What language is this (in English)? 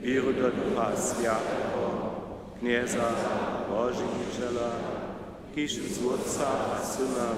Upper Sorbian